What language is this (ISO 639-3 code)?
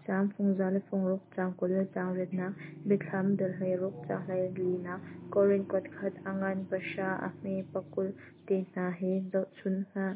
cnh